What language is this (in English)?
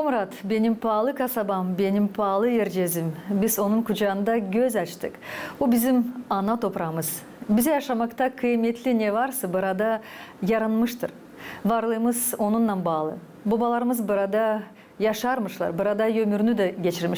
Gagauz